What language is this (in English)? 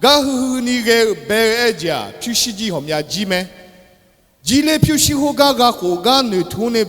Akha